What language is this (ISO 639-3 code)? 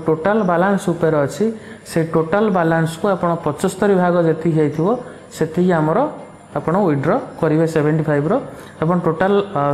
ori